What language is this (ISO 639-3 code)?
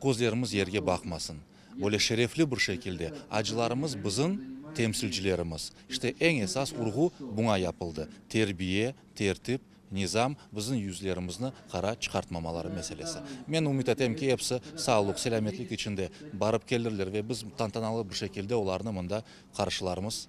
crh